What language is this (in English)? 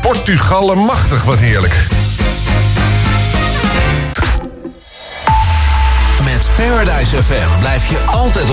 Dutch